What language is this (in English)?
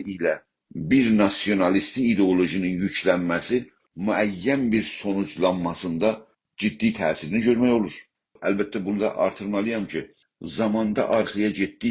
South Azerbaijani